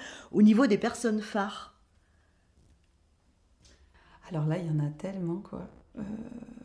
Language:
French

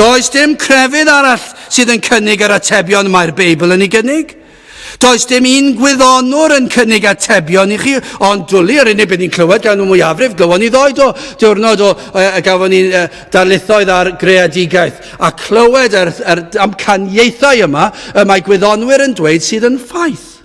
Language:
Welsh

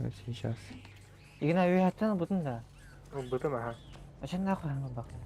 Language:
Yakut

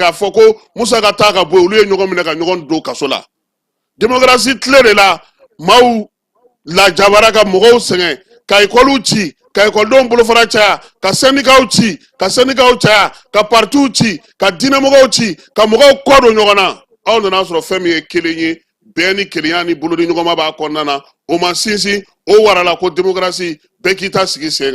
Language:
Bambara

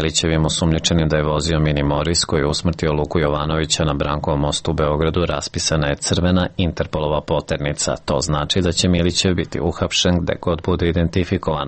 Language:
Serbian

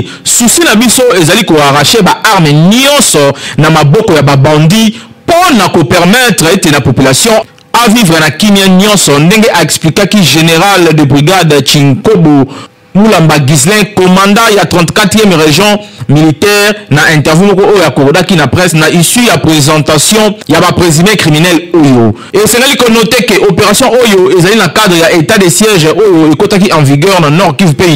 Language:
Lingala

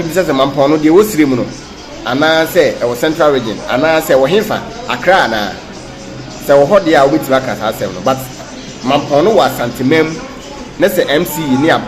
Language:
Akan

